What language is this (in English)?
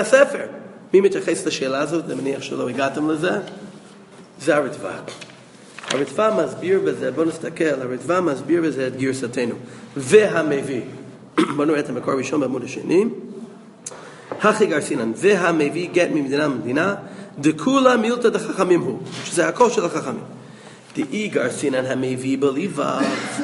Hebrew